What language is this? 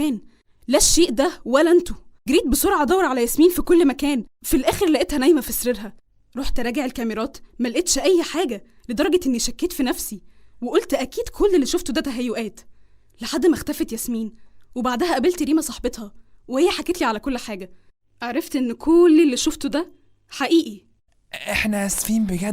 Egyptian Arabic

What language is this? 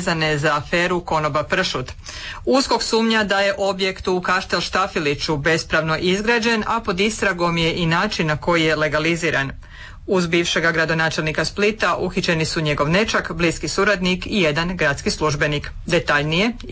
Croatian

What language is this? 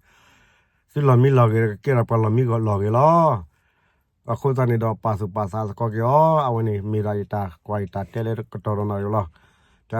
S'gaw Karen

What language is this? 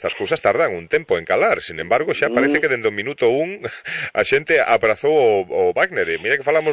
Galician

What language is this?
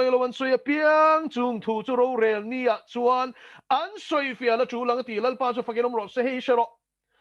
Mizo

